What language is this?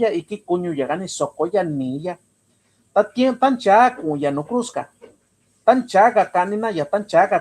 Mixtepec Mixtec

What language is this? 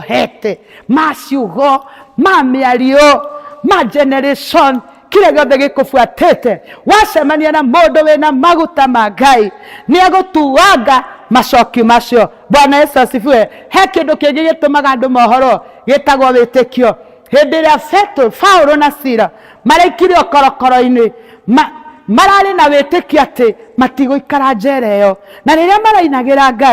Kikuyu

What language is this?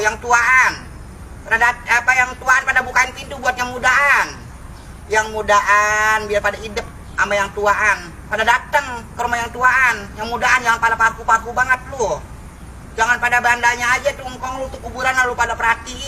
Betawi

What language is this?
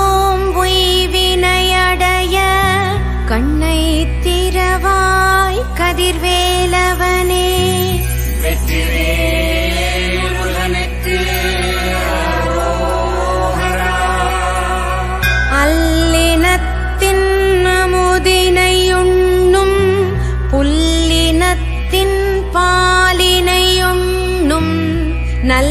Tamil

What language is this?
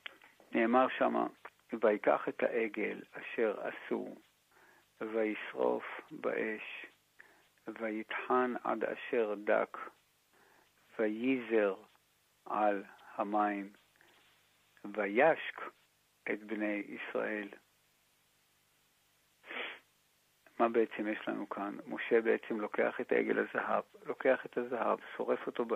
Hebrew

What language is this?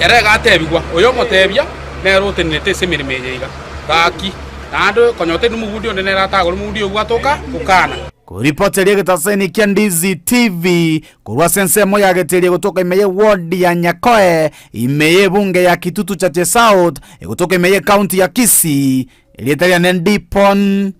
Gusii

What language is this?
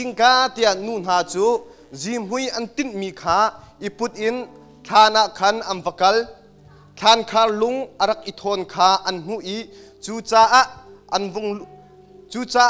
Hakha Chin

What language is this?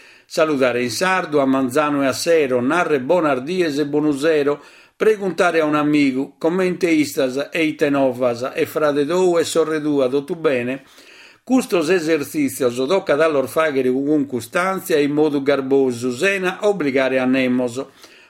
Sardinian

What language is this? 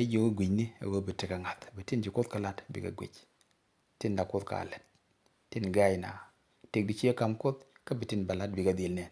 Nuer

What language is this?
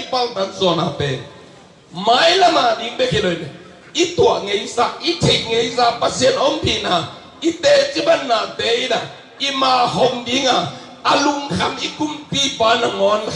Tedim Chin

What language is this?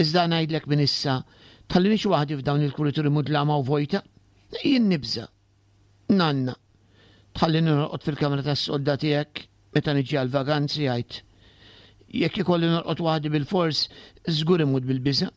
Maltese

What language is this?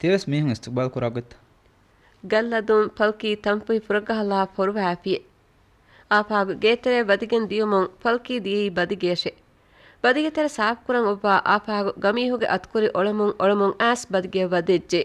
Divehi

